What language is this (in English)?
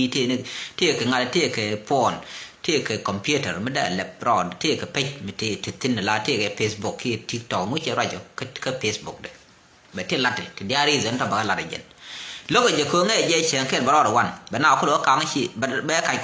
Nuer